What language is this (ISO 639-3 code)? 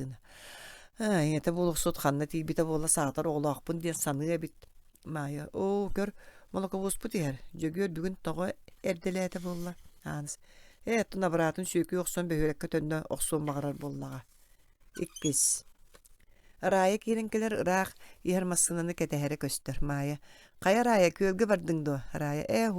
sah